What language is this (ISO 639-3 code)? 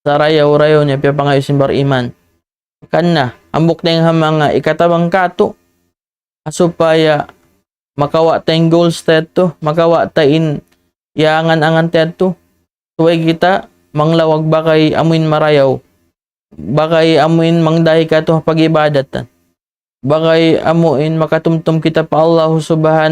tsg